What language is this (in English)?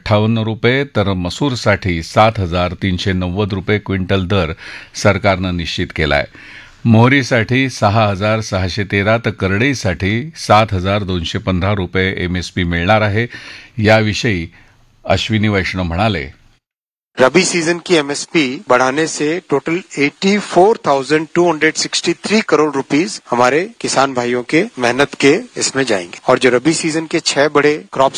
Marathi